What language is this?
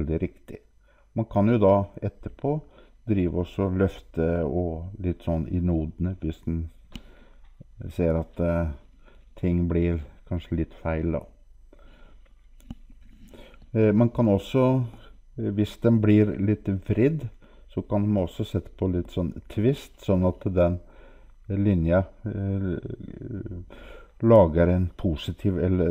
Norwegian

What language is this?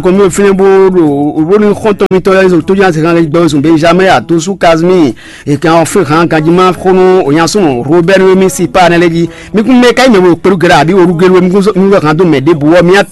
Fon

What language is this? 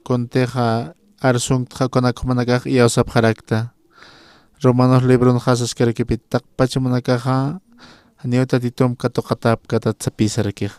Aymara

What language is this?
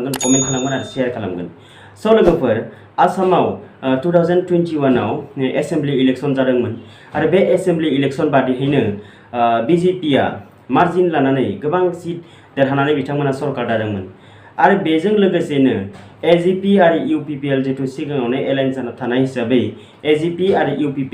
Bodo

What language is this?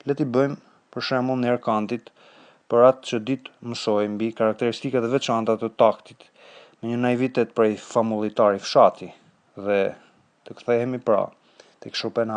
Albanian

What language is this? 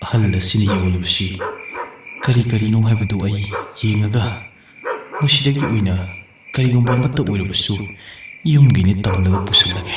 Manipuri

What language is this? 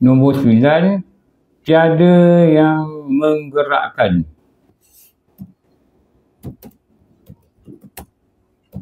Malay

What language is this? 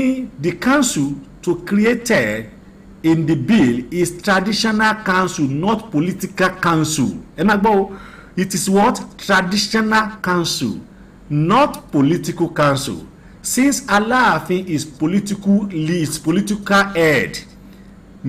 Yoruba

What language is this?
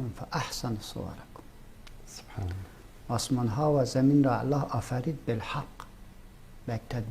Tajik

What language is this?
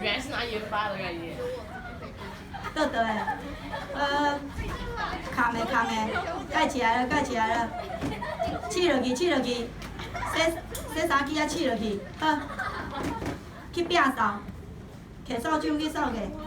Min Nan Chinese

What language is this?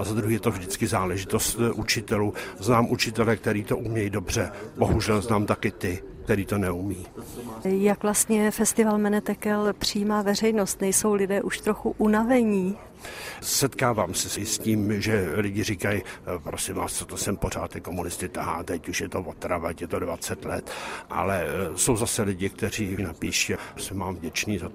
Czech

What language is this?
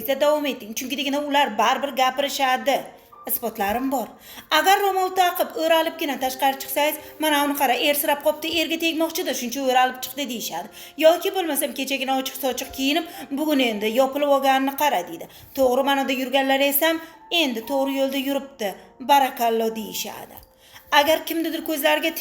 Uzbek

